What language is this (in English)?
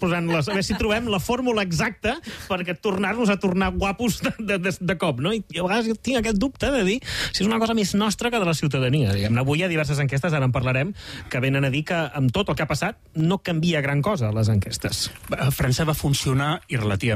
Catalan